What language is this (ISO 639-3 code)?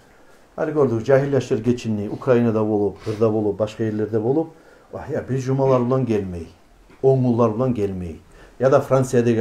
kum